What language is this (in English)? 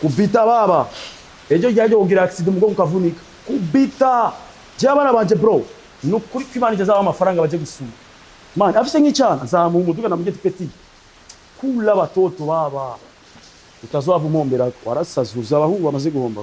Rundi